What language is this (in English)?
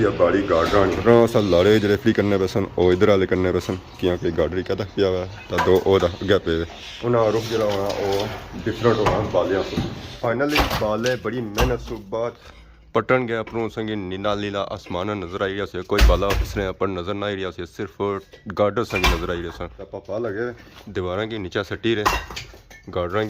Pahari-Potwari